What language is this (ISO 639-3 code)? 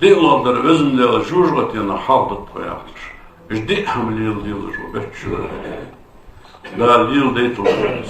inh